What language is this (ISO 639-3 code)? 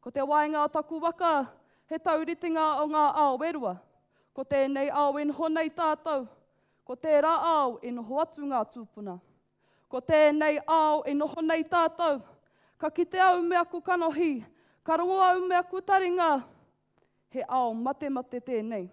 mri